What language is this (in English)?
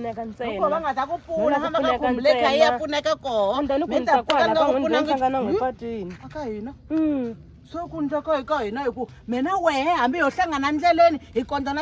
Tsonga